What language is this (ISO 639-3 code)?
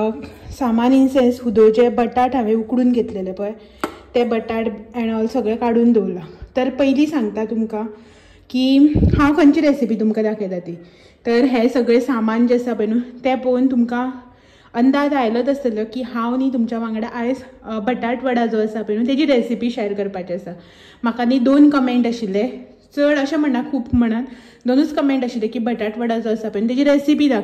kok